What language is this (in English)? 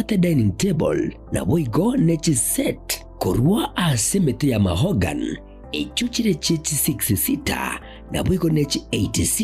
Gusii